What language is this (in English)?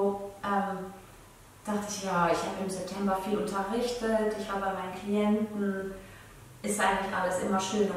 Swiss German